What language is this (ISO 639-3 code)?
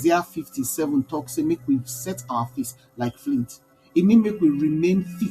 pcm